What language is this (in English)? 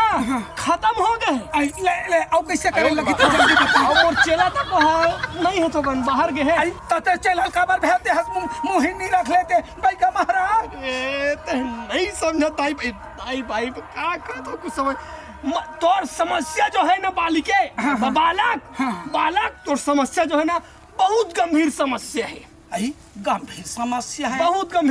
Chhattisgarhi